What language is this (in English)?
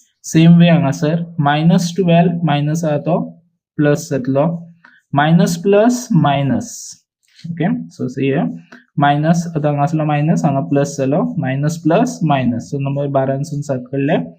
Konkani